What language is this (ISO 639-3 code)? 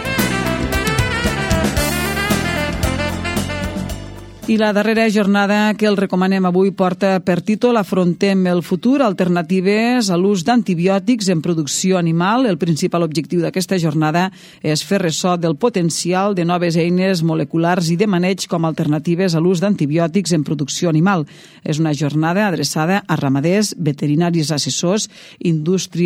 cat